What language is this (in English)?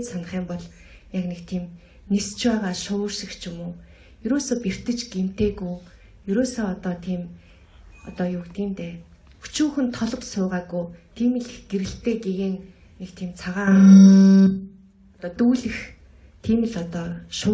Mongolian